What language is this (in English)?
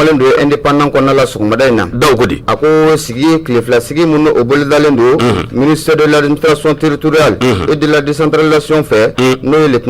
Bambara